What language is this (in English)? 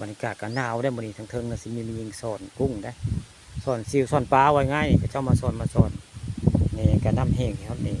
Northeastern Thai